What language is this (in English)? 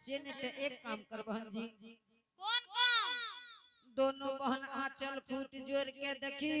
Angika